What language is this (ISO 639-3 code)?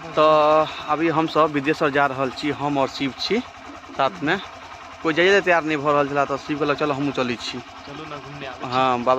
mai